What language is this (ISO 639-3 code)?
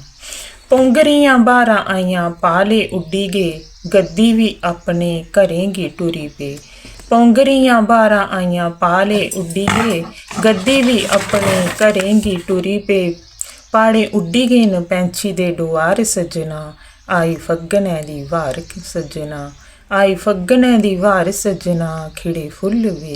doi